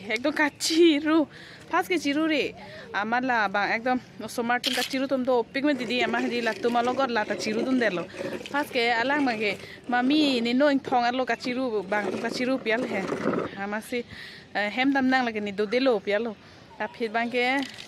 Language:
Karbi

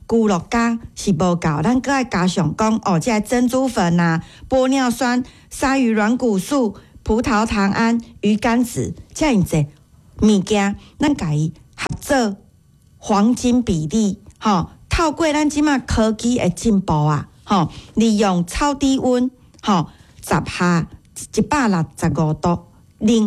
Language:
Min Nan Chinese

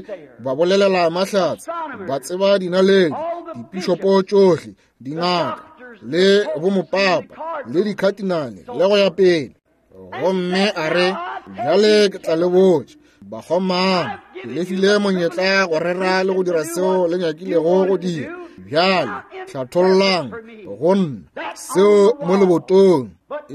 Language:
Northern Sotho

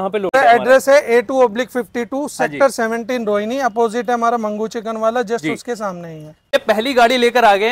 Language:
Hindi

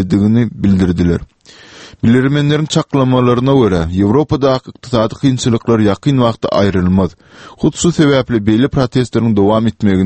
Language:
Turkmen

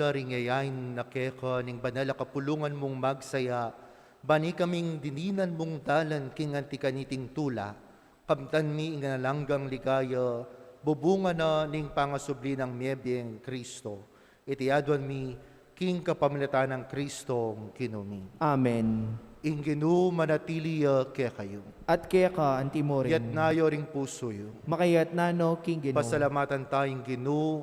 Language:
Pampanga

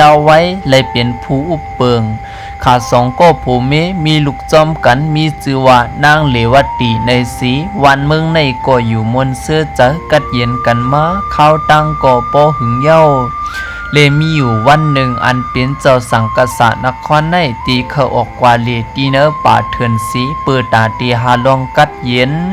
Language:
Shan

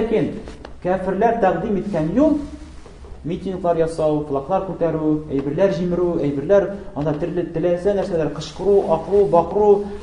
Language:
Tatar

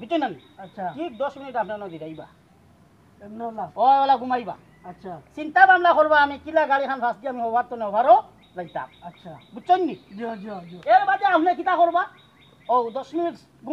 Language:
Sylheti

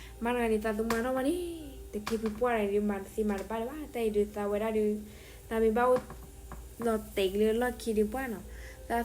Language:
S'gaw Karen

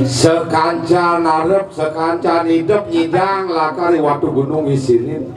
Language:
Balinese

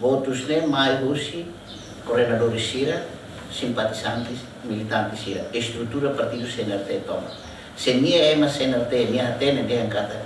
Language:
Tetum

